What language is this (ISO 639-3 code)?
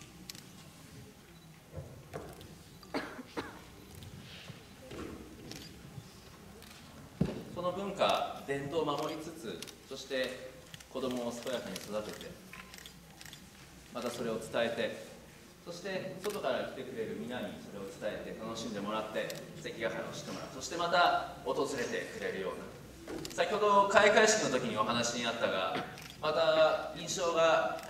jpn